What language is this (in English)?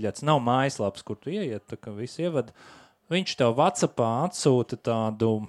Latvian